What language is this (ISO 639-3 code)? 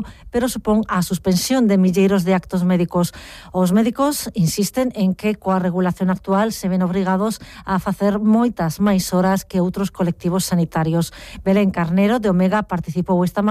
glg